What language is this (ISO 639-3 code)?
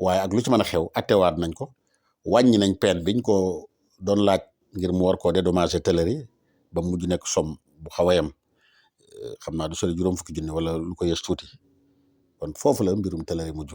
wol